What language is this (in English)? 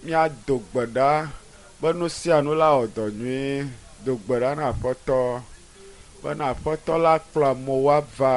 Ewe